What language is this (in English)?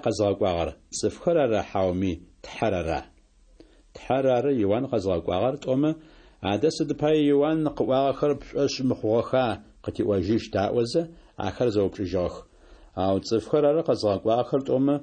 Adyghe